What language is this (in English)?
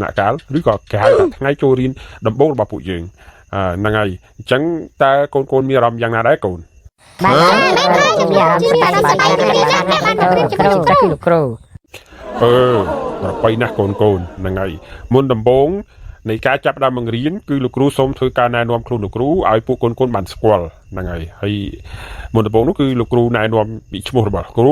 Khmer